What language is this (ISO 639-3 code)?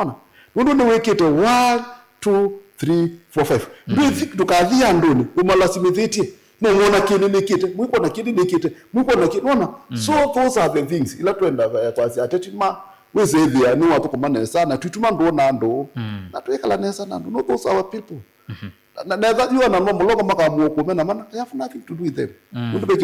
kam